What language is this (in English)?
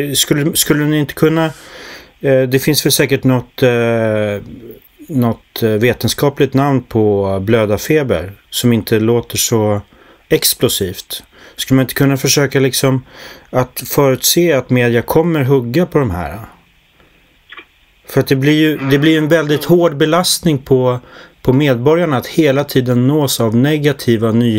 Swedish